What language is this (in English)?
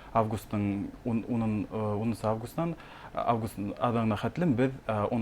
Bashkir